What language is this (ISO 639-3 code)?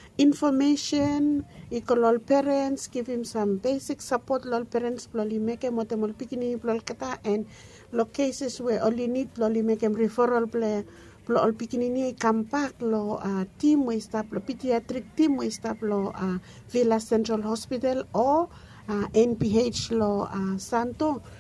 bis